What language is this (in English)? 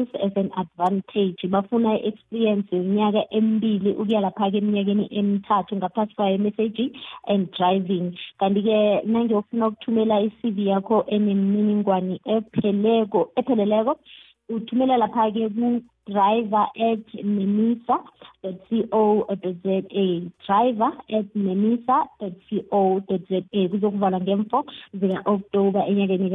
South Ndebele